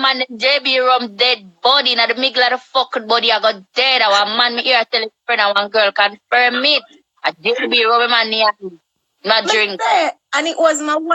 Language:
Jamaican Creole English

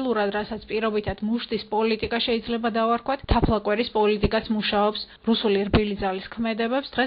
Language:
Georgian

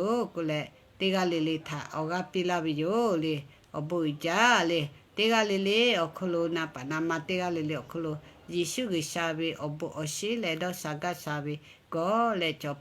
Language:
Lahu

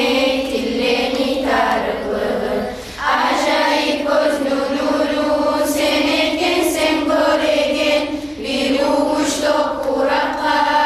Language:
Kumyk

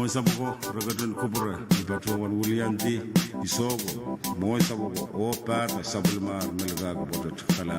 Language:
Pohnpeian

